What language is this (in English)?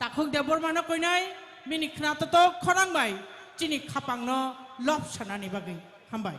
Kok Borok